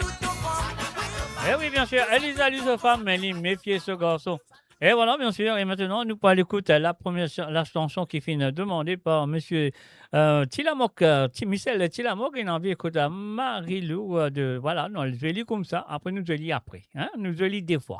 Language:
Morisyen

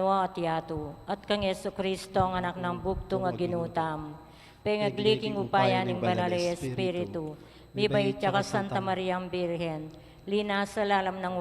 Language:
Pampanga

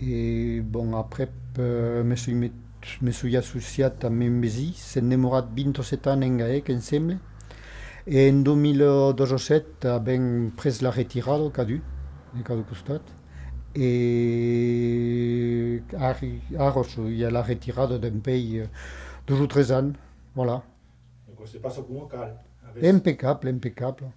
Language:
Occitan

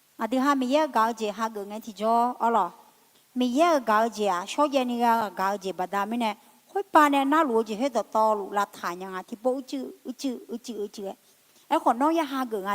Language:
Akha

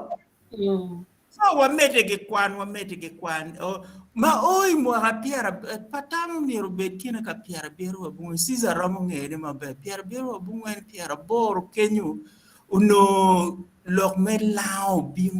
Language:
Acoli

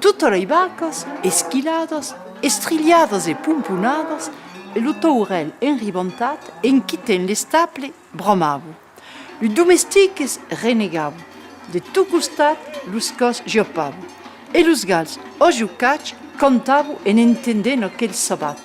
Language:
Occitan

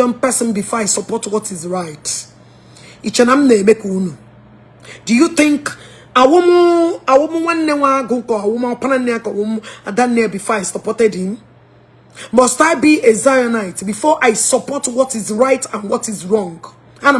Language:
Igbo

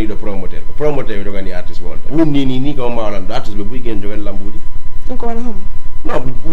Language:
Fula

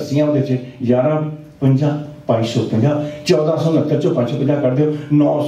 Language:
Punjabi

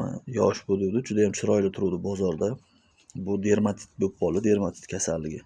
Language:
Uzbek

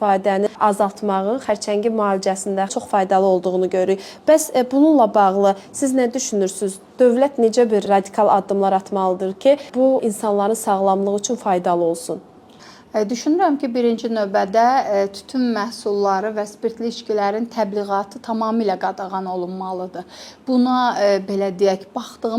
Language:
Azerbaijani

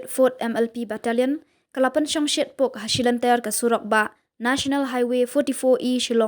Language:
Khasi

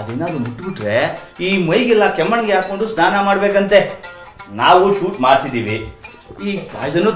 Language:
Kannada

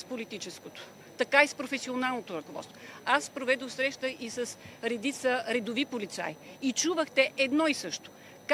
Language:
Bulgarian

